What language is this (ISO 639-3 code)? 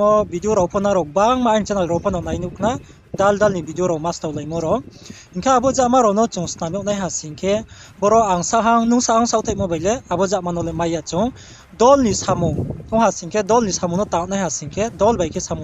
ria